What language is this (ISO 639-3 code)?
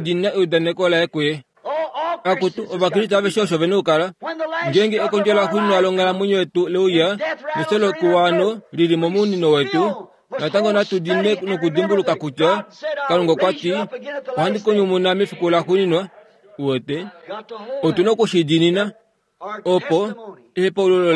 kua